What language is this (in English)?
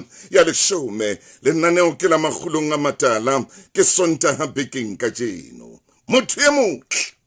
Southern Sotho